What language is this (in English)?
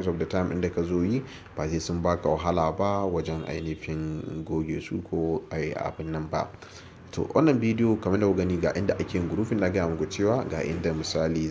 Hausa